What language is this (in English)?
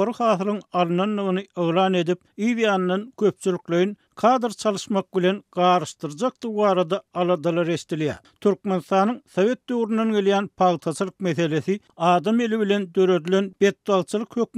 Turkmen